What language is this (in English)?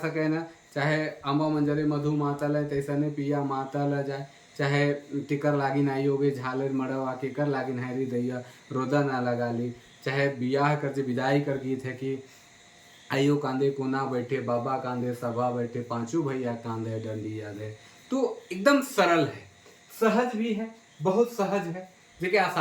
Sadri